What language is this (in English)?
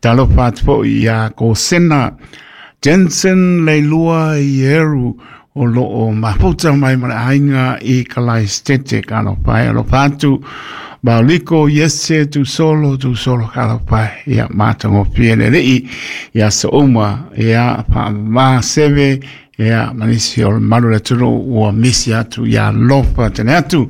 Samoan